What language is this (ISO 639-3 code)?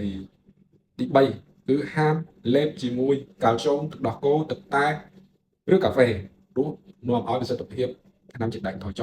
khm